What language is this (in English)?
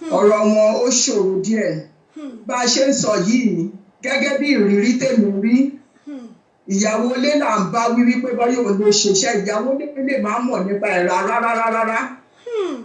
Yoruba